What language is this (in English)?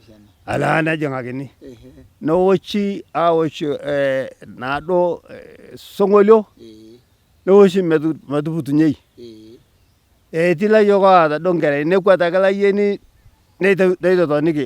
Masai